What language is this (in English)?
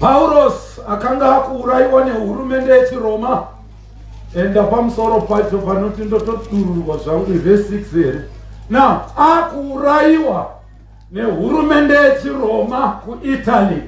Shona